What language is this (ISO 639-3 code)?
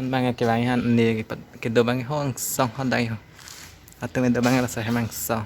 mjw